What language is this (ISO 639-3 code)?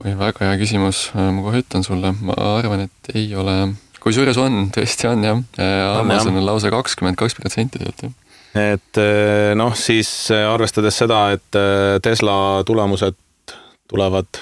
est